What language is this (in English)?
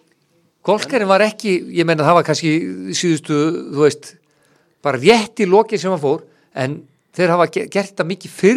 Icelandic